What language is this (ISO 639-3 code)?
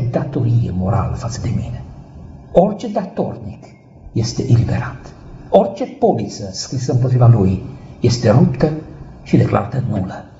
ron